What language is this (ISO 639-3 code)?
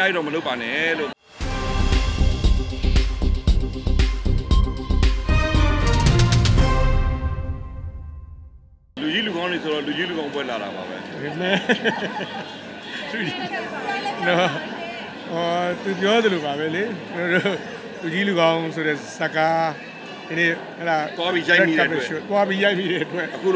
mya